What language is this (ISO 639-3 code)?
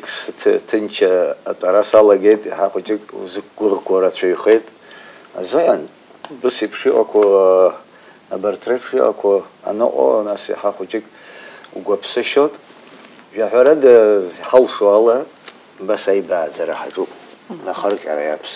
abk